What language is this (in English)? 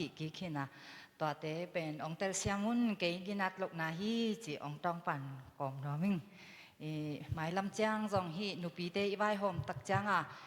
Tedim Chin